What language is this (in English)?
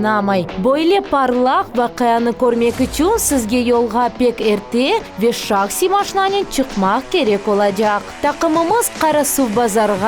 Crimean Tatar